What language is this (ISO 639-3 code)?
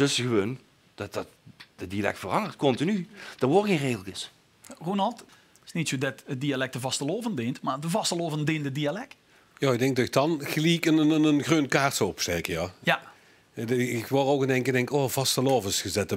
lim